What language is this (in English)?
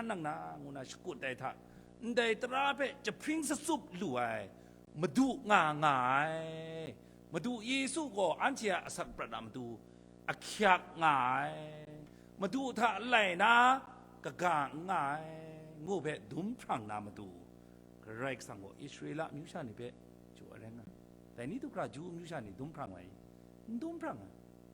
Kachin